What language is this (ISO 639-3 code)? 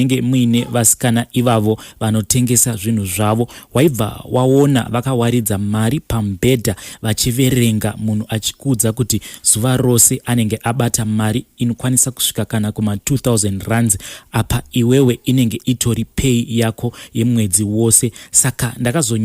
sna